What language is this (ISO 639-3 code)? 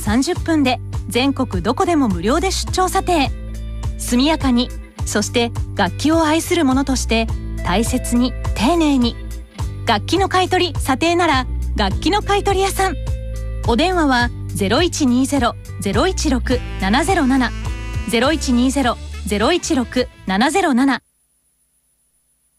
jpn